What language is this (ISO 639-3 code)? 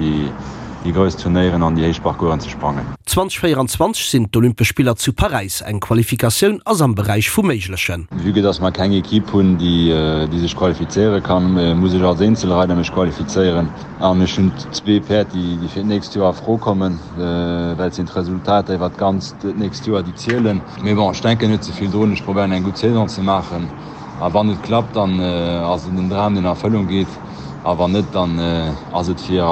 ltz